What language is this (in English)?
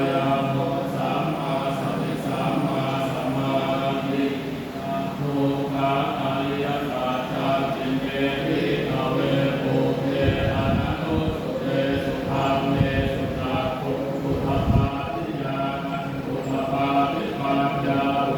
Pali